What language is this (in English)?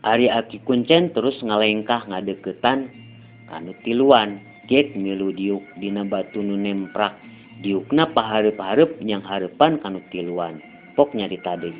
Sundanese